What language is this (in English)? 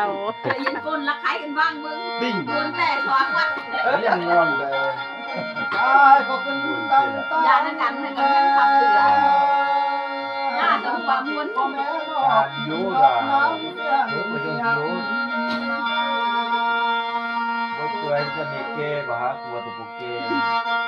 Thai